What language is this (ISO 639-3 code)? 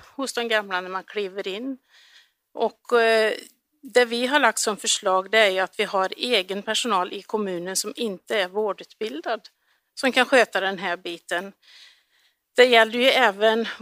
swe